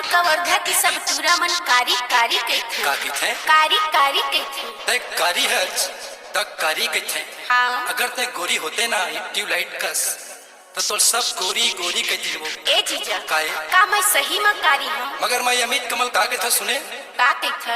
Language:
Chhattisgarhi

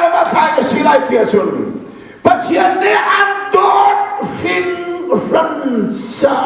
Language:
Hakha Chin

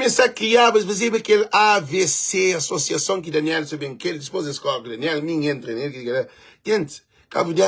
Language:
Kabuverdianu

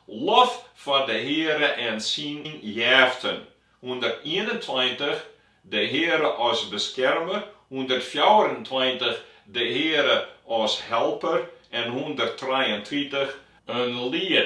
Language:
Western Frisian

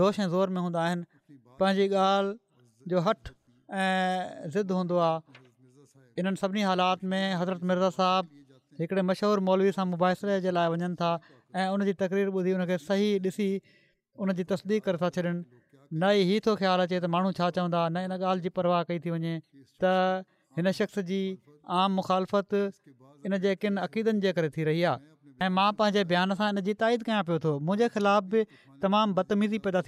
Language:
Sindhi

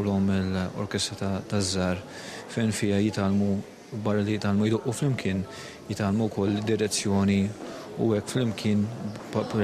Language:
Maltese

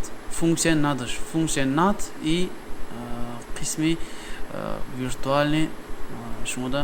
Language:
Tajik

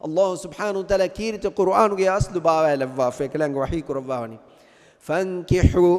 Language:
Divehi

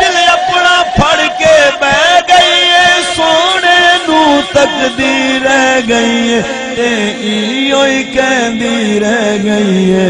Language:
Saraiki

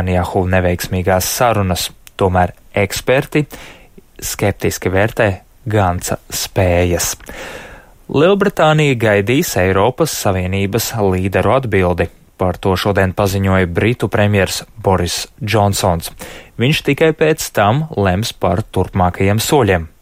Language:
Latvian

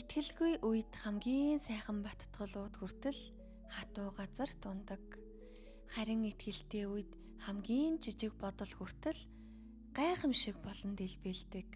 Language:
Mongolian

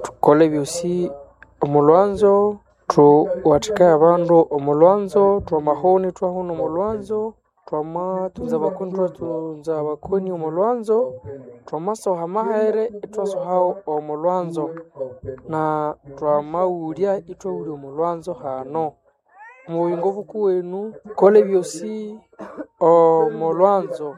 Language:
Nande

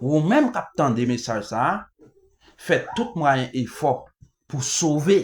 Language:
Haitian Creole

